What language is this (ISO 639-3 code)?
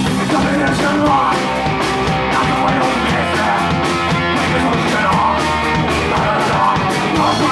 rus